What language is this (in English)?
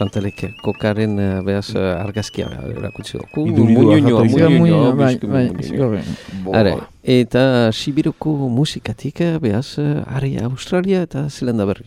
Basque